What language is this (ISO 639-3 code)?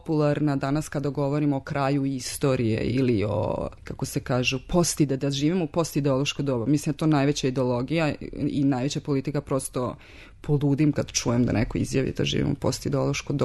srp